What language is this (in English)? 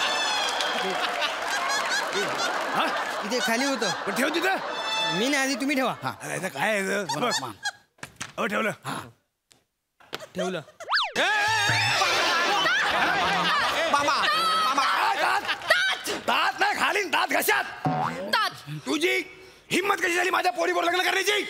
Marathi